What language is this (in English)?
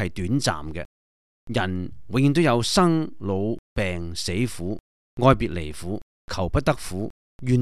Cantonese